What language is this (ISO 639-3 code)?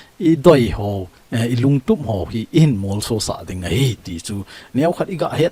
tcz